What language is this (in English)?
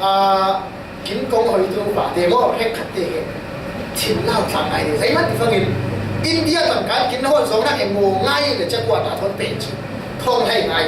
Falam Chin